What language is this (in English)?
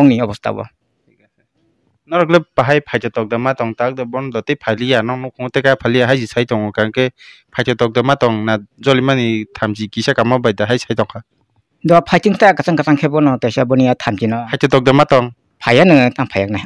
Kok Borok